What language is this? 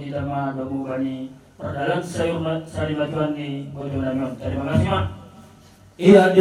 Batak Simalungun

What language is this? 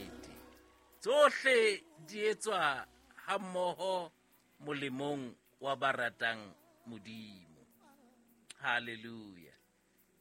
Southern Sotho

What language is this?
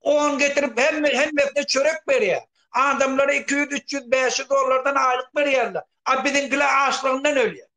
Turkmen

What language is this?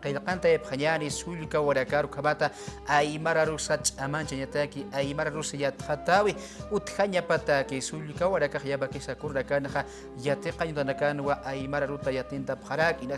Aymara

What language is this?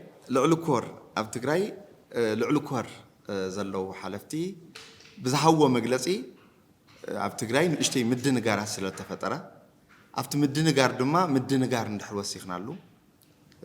Tigrinya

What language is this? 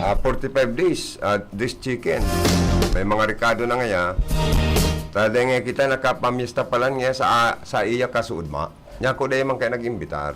Bikol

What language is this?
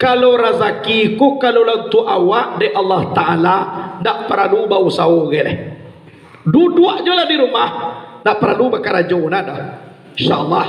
Minangkabau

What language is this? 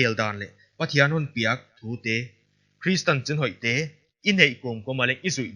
Paite Chin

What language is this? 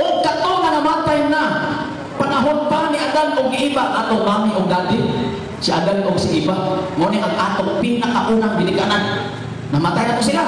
Cebuano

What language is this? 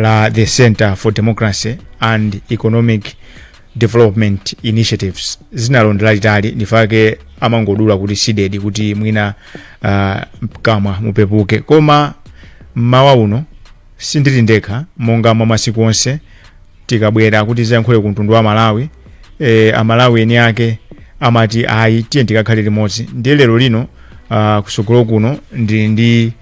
Nyanja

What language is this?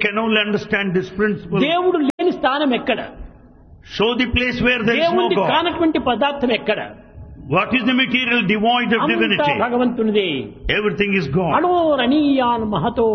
Telugu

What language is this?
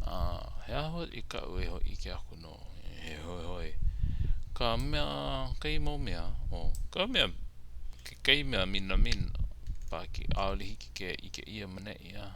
Hawaiian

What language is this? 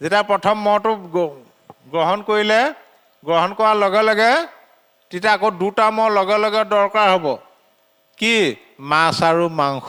Assamese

